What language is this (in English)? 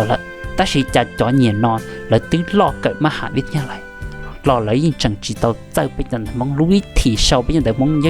Hmong